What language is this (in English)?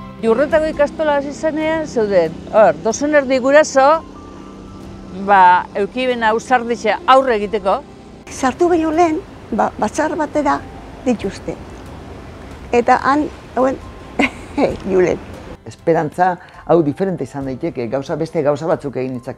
Basque